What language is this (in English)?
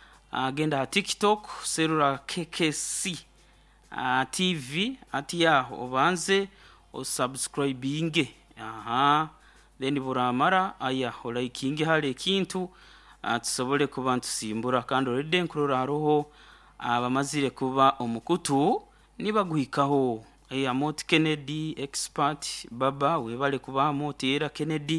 Nyoro